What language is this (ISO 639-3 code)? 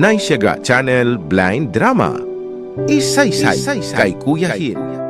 hil